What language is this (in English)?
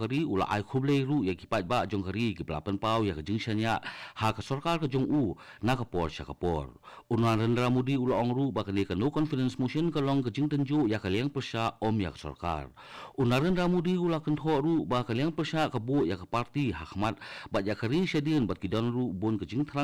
Khasi